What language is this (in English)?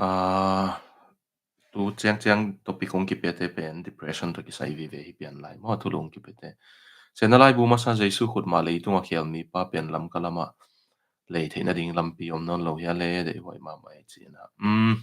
Tedim Chin